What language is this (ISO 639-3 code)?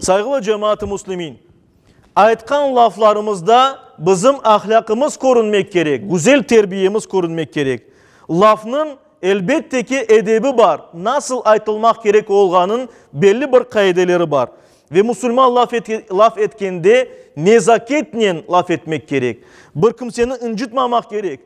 crh